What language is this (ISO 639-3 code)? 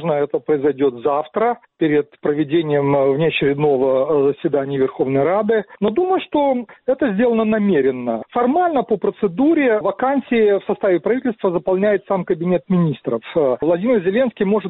rus